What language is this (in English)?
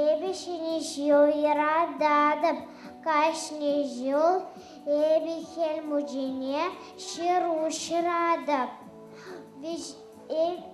Chuvash